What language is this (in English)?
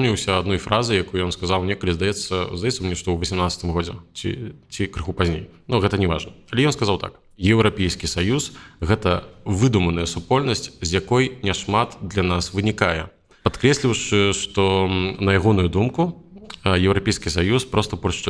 Belarusian